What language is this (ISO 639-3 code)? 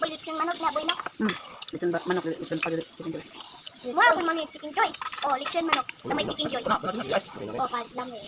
ceb